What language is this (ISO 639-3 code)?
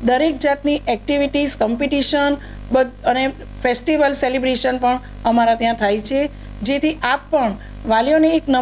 guj